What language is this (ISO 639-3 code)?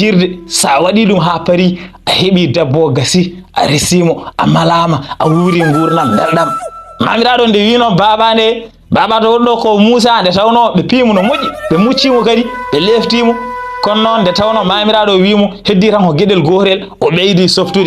ful